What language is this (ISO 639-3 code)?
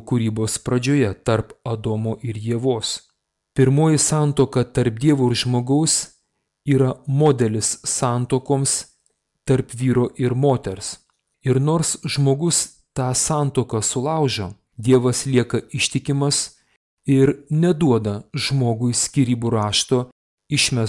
lit